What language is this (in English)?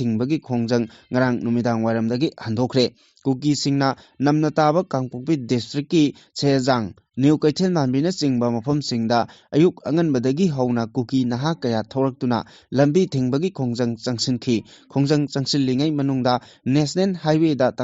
Manipuri